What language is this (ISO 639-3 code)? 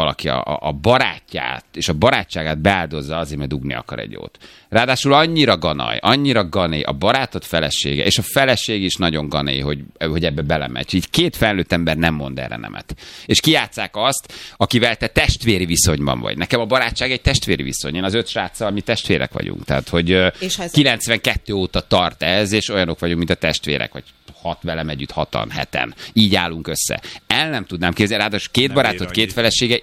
hun